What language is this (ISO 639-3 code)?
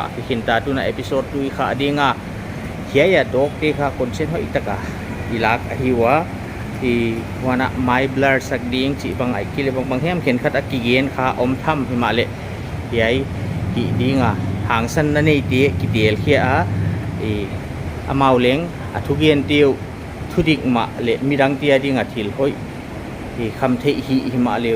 pck